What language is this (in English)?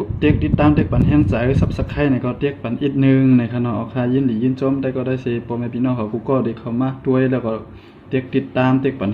Shan